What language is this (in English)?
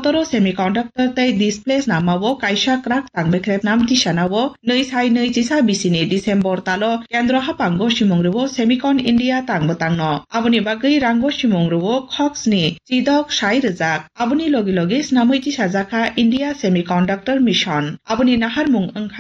Kok Borok